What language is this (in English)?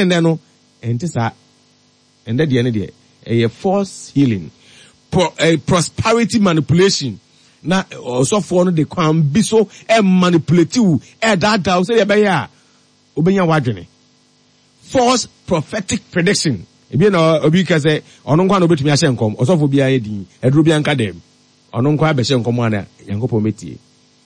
Akan